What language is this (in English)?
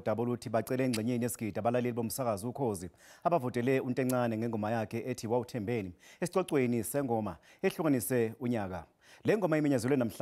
Zulu